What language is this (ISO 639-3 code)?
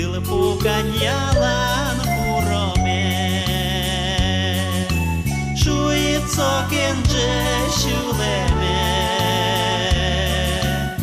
udm